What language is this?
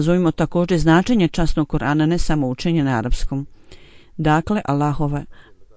Bosnian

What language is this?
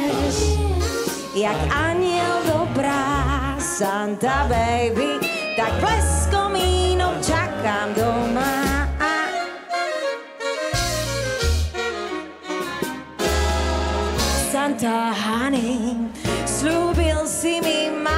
Slovak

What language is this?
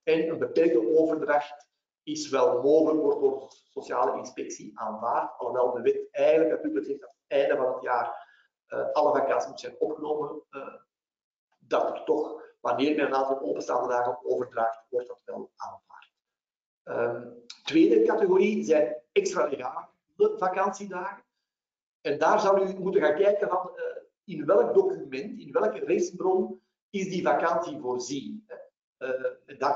Dutch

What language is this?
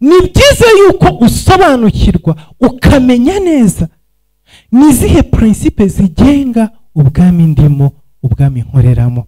Kinyarwanda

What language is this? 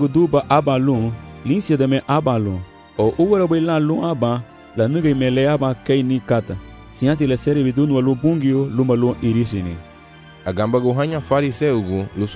Garifuna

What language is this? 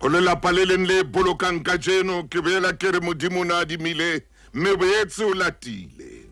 Southern Sotho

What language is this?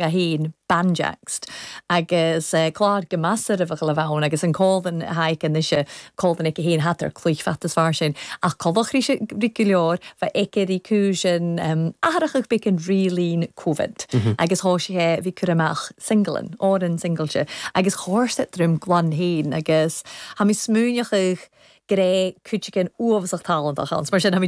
Irish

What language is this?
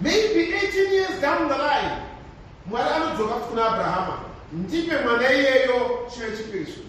Shona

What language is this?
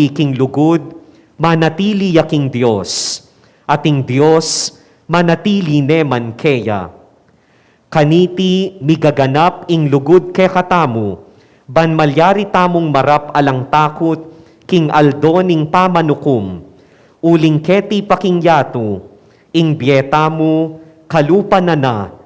Pampanga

